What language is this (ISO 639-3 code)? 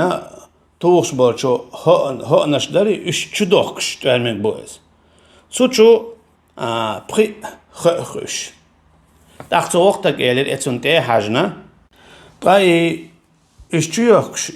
che